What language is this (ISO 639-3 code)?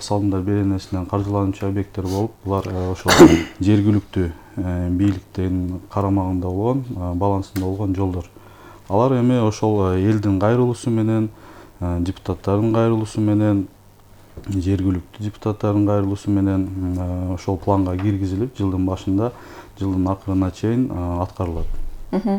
kir